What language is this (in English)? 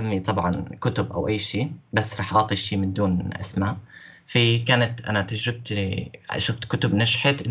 North Levantine Arabic